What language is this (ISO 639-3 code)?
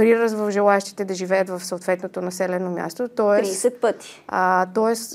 bul